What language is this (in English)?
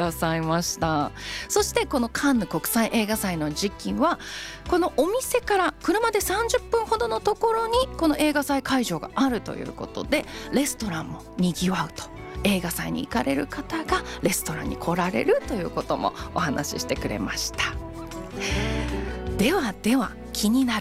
Japanese